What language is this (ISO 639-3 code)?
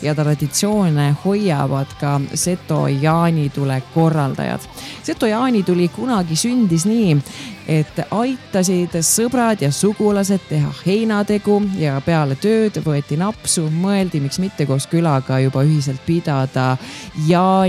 est